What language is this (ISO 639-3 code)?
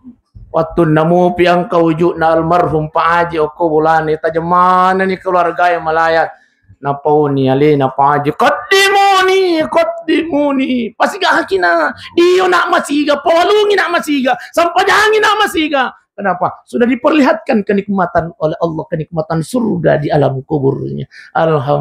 bug